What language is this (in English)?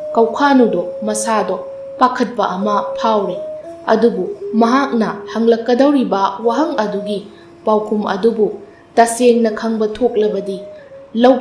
Manipuri